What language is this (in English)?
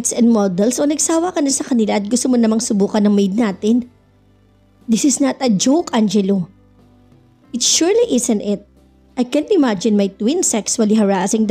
Filipino